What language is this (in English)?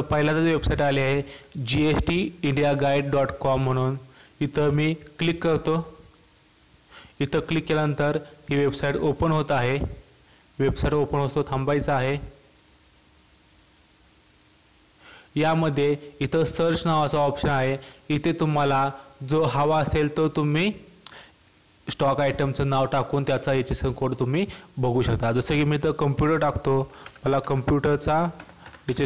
Marathi